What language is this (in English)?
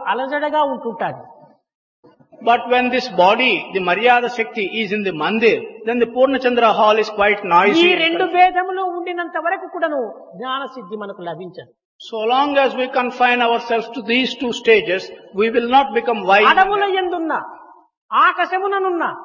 Telugu